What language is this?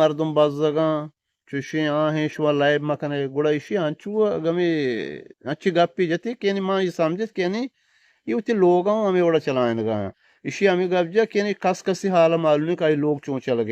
Eastern Balochi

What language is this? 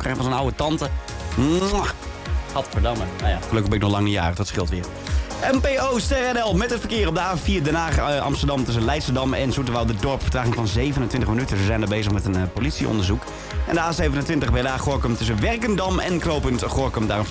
Dutch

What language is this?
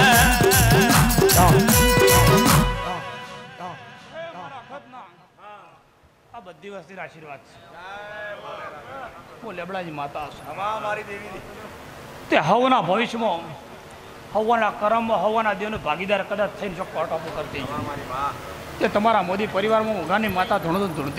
Gujarati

